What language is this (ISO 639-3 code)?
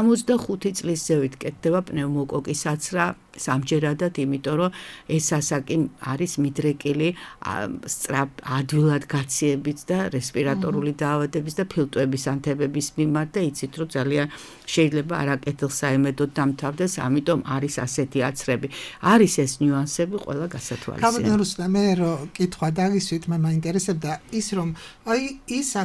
kat